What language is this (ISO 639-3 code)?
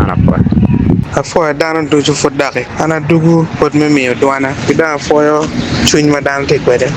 ach